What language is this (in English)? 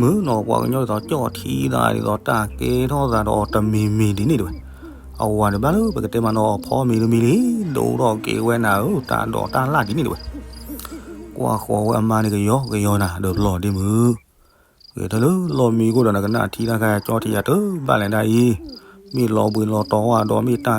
S'gaw Karen